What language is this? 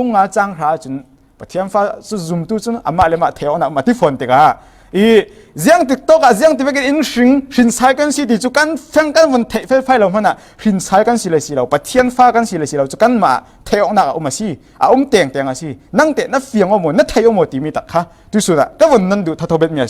Falam Chin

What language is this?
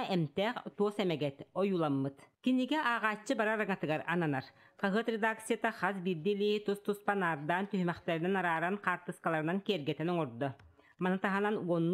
Yakut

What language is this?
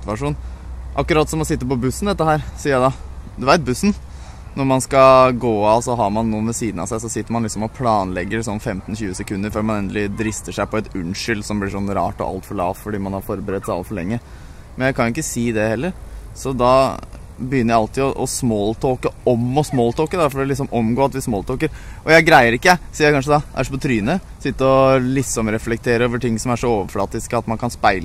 Norwegian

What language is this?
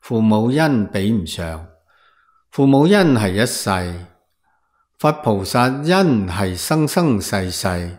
Cantonese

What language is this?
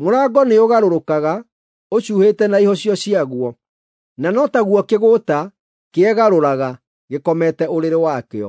Kikuyu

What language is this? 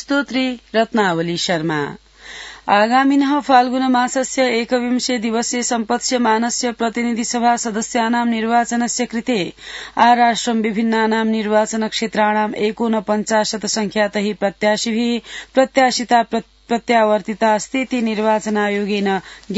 Sanskrit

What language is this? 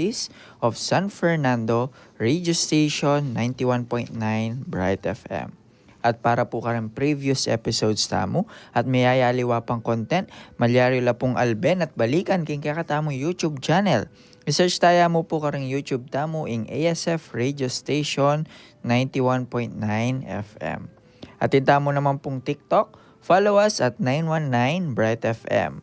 Pampanga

